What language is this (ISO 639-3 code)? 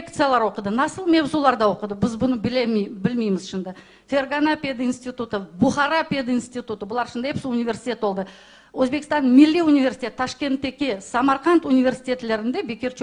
crh